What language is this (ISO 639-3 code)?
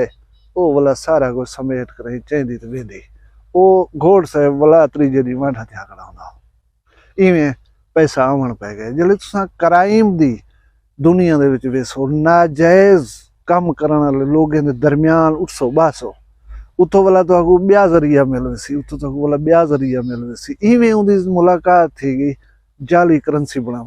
skr